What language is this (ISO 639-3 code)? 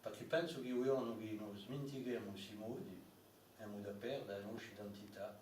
cos